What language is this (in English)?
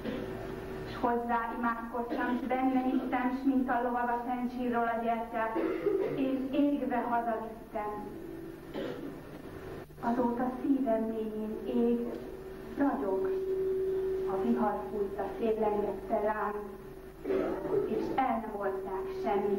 Hungarian